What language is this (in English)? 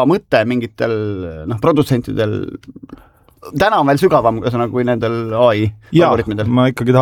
Estonian